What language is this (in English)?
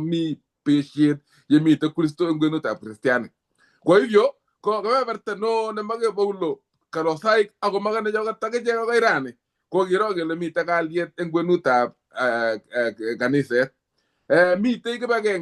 Kalenjin